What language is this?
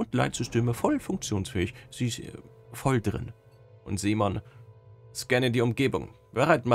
German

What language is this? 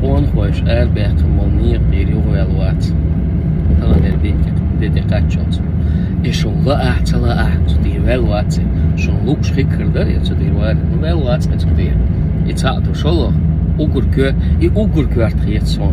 Chechen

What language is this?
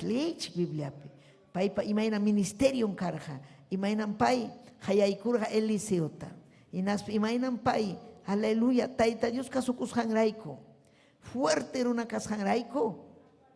Ayacucho Quechua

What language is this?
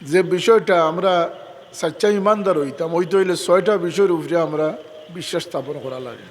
Sylheti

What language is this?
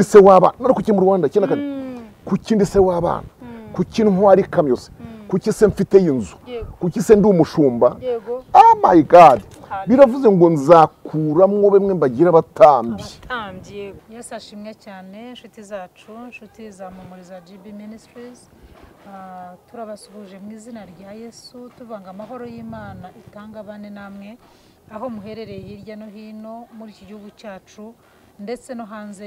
Kinyarwanda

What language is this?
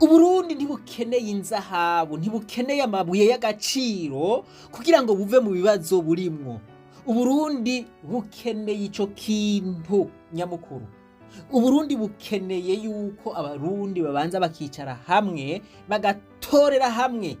Rundi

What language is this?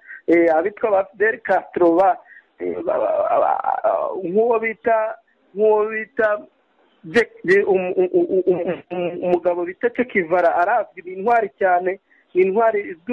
Kinyarwanda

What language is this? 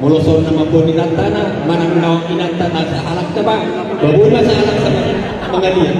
Batak Toba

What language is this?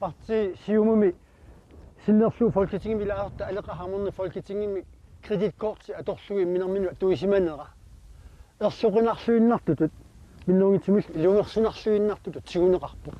Kalaallisut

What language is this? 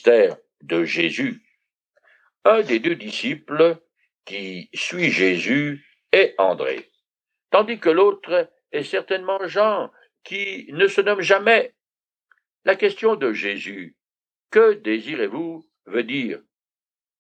French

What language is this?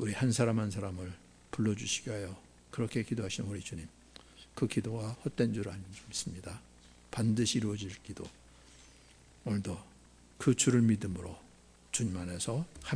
Korean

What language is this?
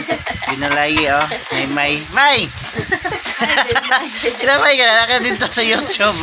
Cebuano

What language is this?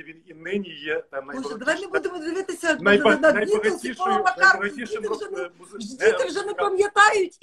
Ukrainian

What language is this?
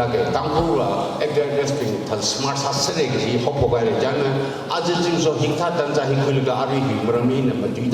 Tangkhul Naga (India)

